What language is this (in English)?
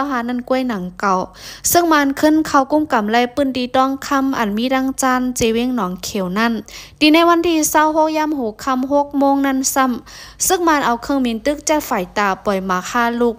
Lao